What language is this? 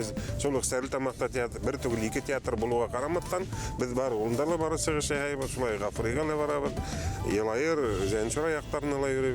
Bashkir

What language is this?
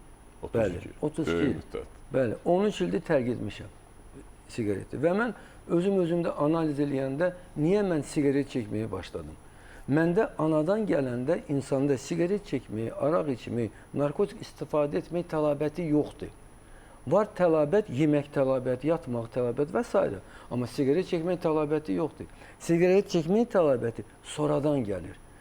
Azerbaijani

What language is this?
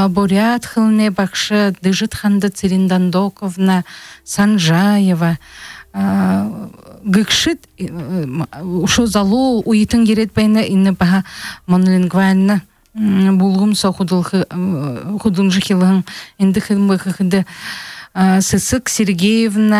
Buriat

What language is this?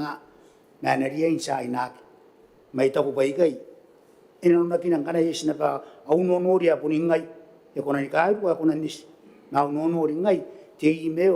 Gilbertese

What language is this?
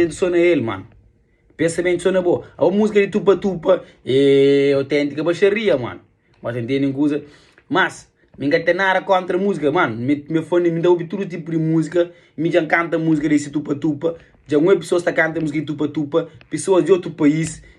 Kabuverdianu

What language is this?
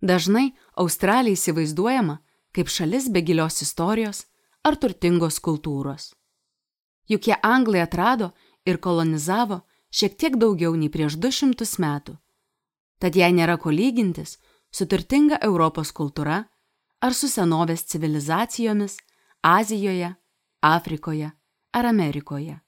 Lithuanian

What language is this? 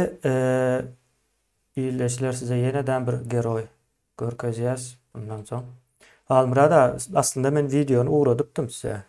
Turkmen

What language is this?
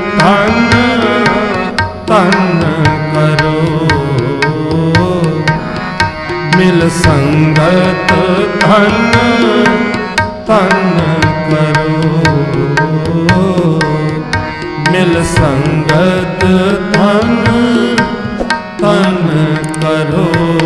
Punjabi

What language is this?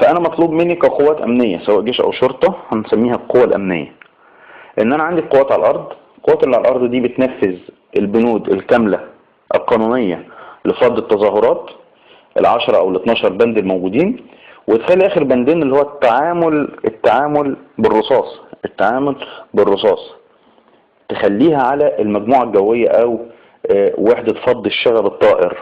Egyptian Arabic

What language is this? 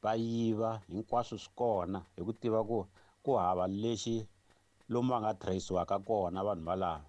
Tsonga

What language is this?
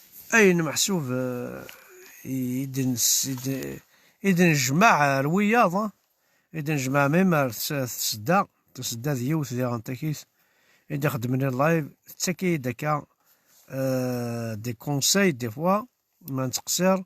Kabyle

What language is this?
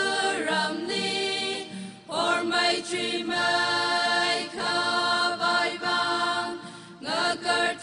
Tangkhul Naga (India)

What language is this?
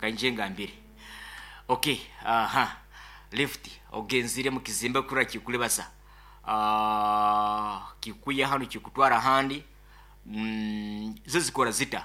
Nyoro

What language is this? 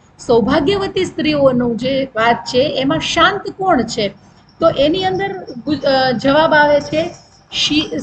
Gujarati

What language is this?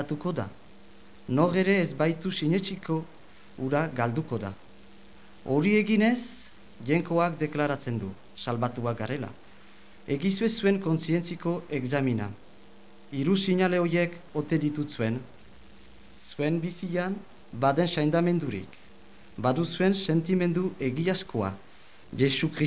Basque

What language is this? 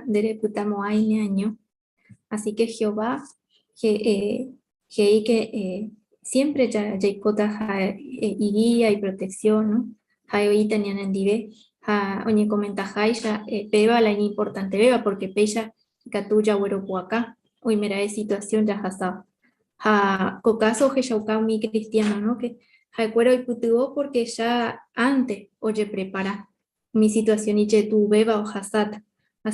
Guarani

